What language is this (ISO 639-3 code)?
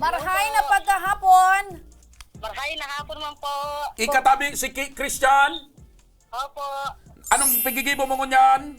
bik